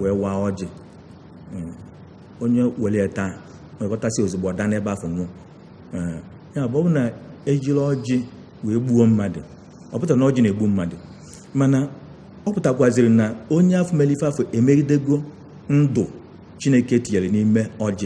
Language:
Igbo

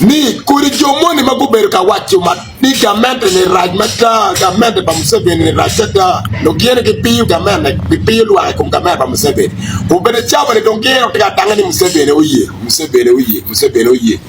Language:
Acoli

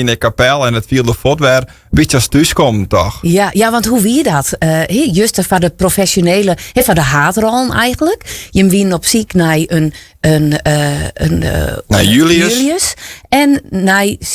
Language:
Western Frisian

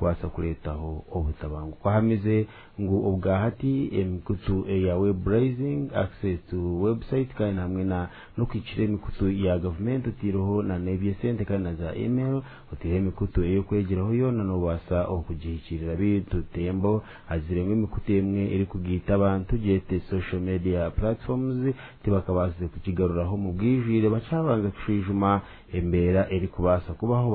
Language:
Nyankole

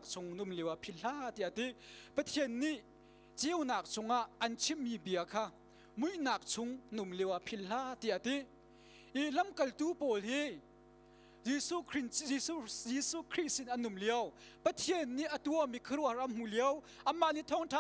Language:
Hakha Chin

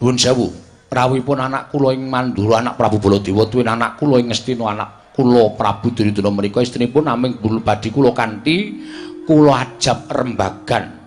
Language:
Javanese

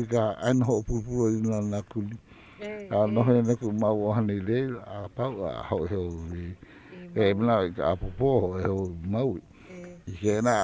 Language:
Hawaiian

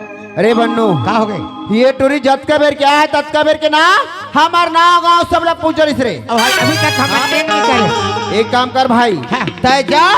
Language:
Chhattisgarhi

